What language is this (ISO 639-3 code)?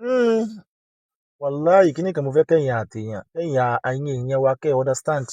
yor